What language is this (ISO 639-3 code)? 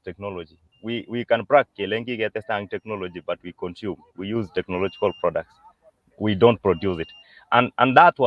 kln